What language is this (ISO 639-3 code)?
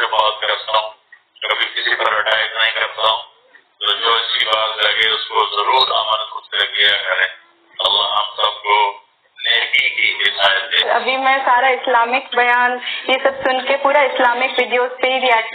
urd